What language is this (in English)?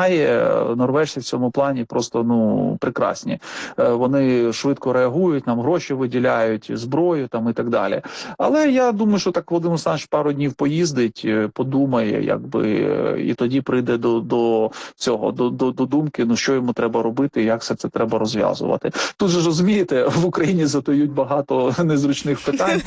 Ukrainian